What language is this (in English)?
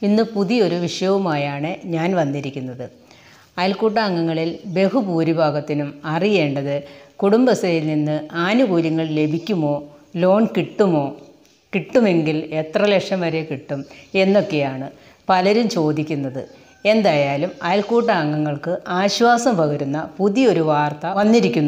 Malayalam